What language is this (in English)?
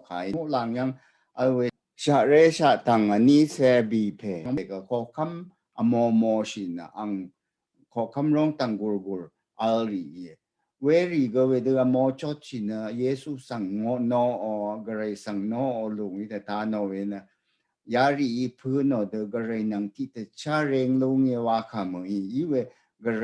Rawang